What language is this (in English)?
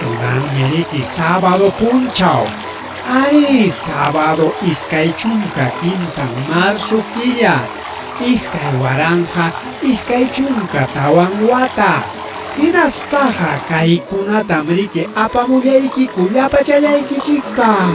Ayacucho Quechua